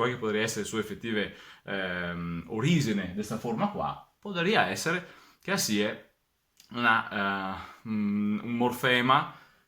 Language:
Venetian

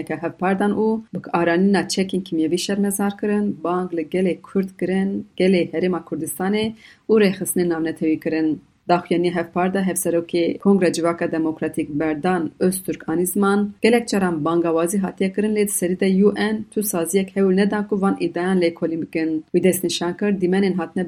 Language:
Kurdish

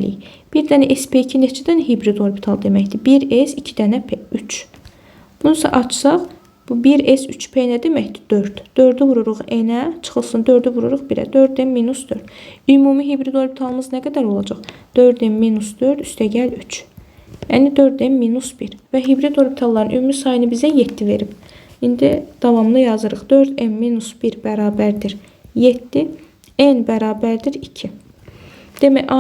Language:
Azerbaijani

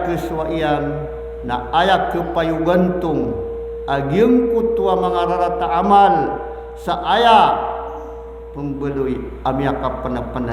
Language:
Maranao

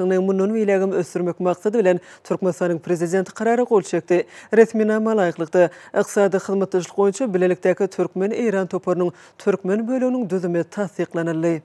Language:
Turkmen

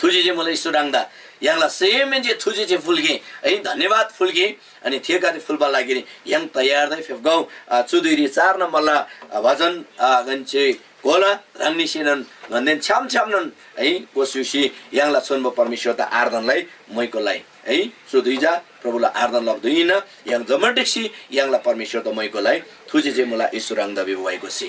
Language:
Eastern Tamang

